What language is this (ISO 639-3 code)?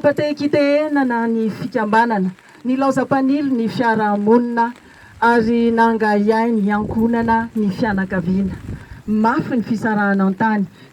mlg